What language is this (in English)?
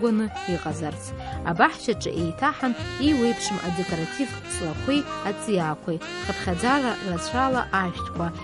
Abkhazian